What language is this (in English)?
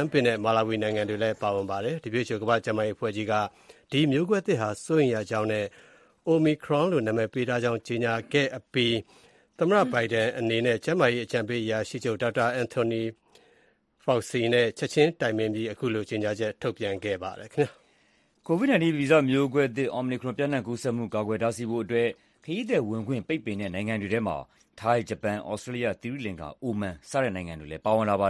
Burmese